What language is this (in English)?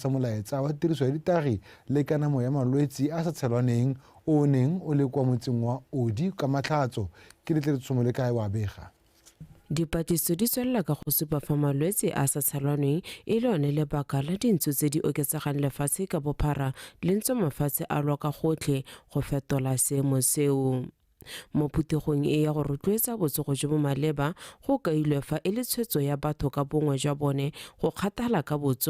Tswana